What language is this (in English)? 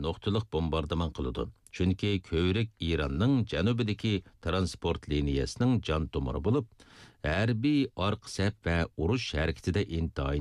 Uyghur